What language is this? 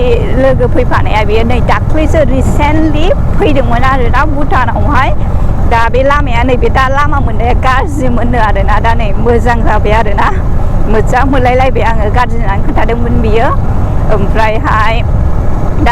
Bodo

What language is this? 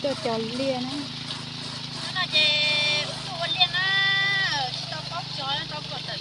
Hmong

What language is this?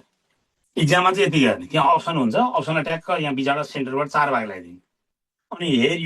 Nepali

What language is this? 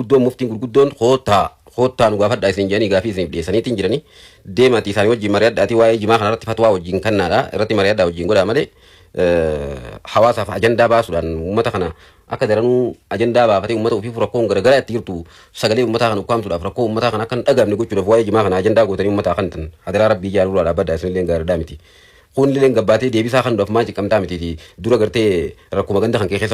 Oromo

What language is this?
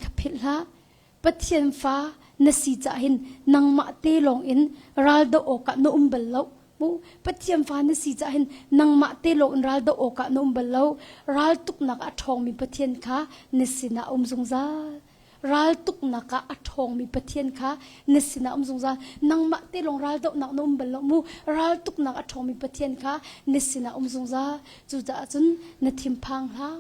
Hakha Chin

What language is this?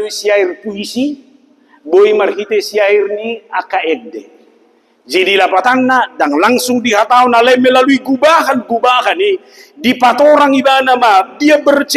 Batak Toba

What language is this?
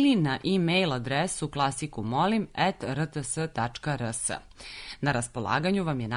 Serbian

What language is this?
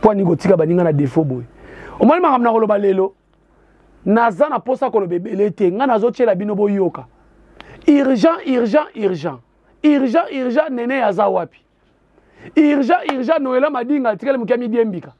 Lingala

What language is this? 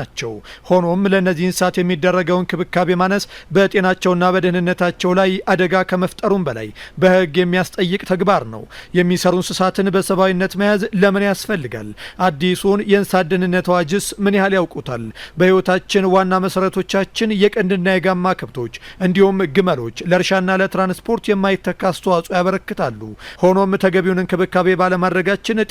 Amharic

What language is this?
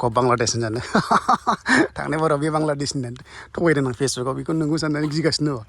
Bodo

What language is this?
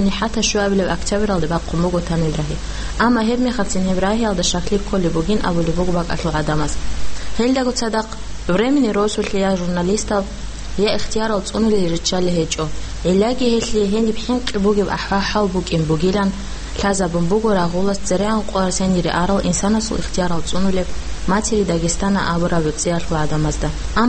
Avaric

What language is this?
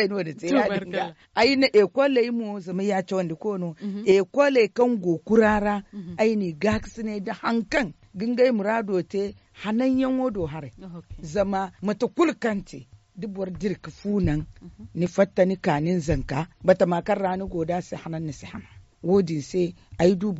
Zarma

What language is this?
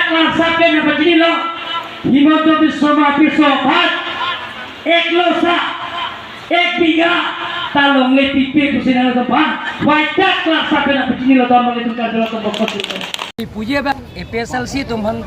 Karbi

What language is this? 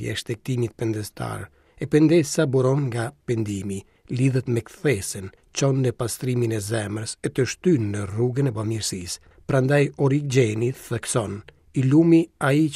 Albanian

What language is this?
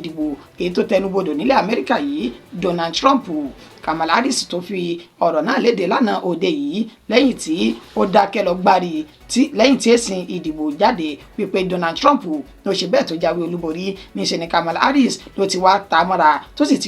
Yoruba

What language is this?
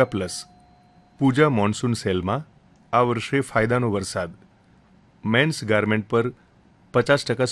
Gujarati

